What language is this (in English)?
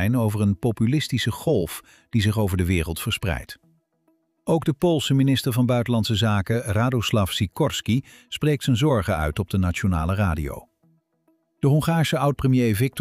Dutch